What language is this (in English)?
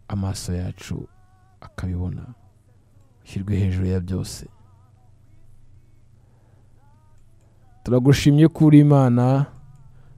Kinyarwanda